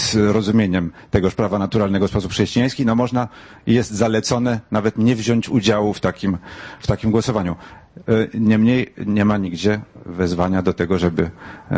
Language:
Polish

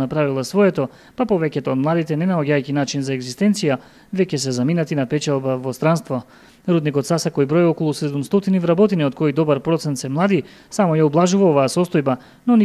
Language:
Macedonian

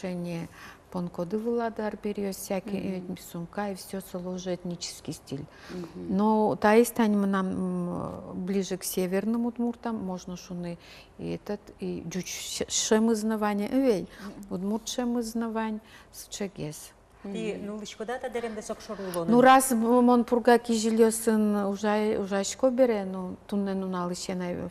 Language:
Udmurt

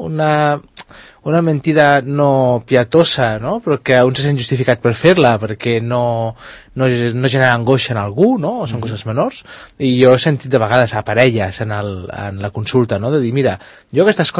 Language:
Catalan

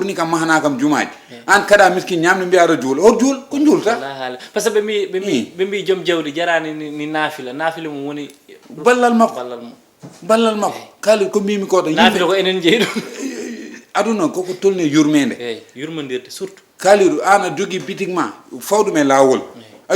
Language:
Fula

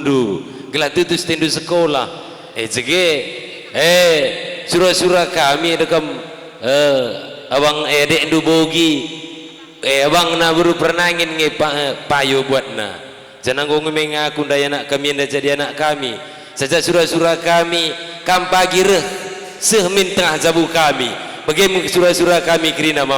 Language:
Batak Karo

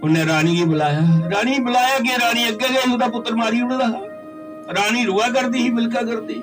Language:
Dogri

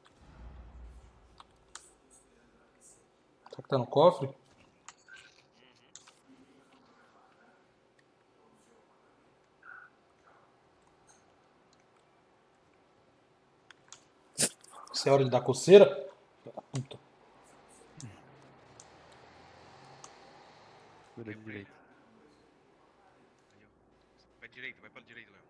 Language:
Portuguese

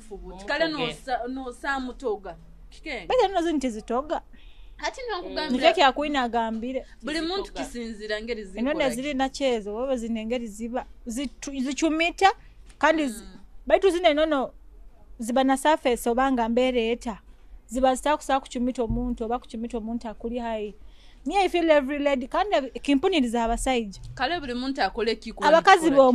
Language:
Nyoro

